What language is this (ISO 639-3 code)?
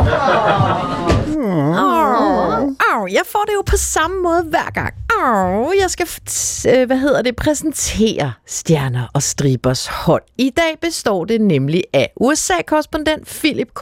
dan